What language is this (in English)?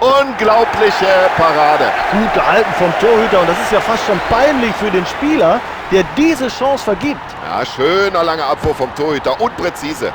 Bavarian